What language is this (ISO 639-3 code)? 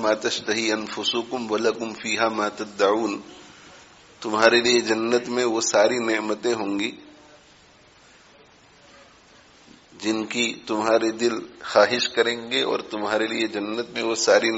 urd